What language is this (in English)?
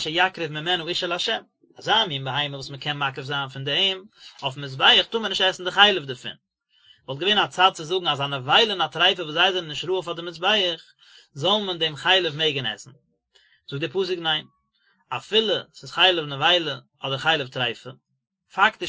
Yiddish